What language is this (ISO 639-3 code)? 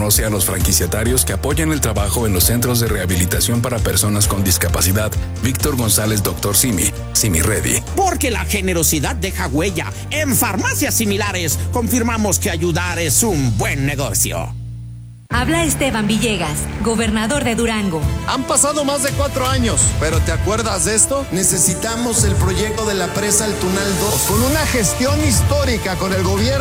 spa